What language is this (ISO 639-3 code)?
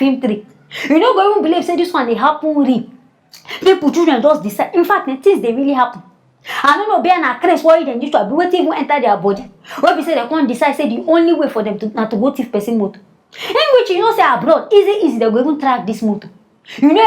pcm